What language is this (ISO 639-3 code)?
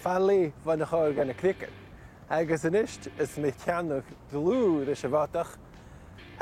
gla